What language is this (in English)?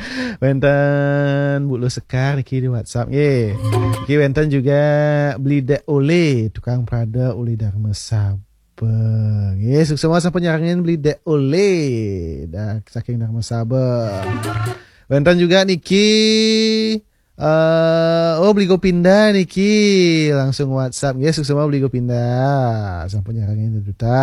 Balinese